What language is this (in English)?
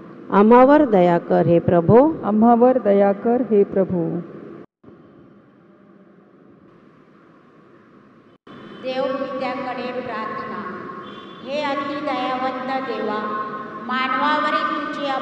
Marathi